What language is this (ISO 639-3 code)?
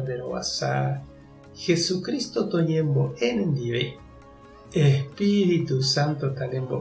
grn